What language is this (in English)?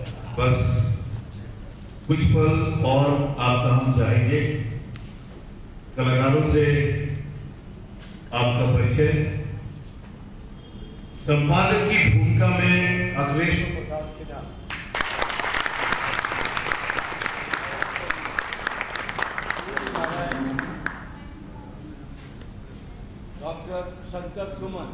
Hindi